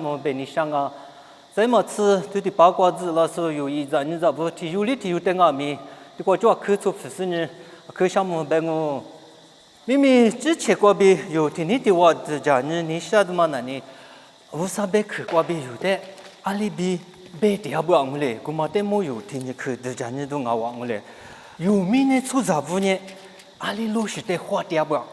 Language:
Lisu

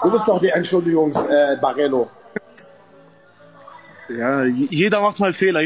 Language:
German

